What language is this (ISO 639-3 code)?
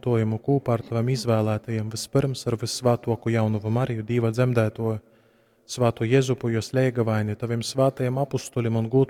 ltg